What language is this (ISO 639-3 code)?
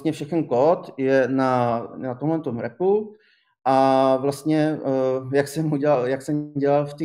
ces